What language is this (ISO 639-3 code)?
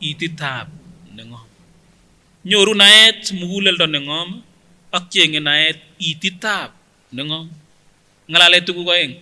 sgc